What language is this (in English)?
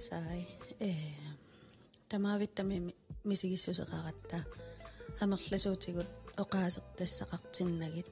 Kalaallisut